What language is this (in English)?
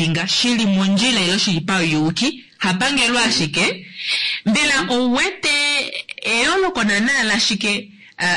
Kuanyama